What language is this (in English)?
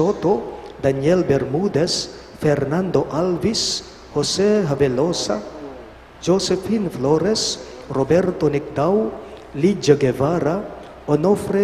Pampanga